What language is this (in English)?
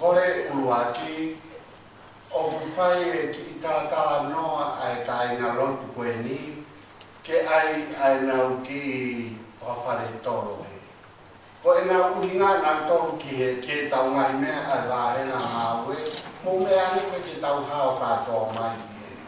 Tongan